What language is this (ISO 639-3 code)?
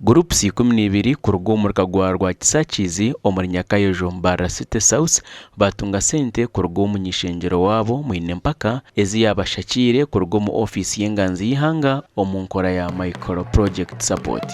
nyn